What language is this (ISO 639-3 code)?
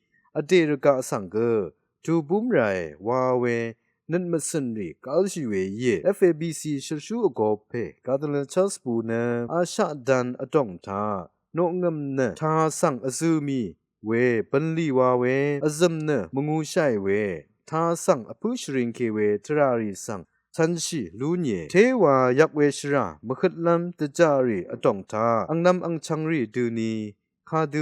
raw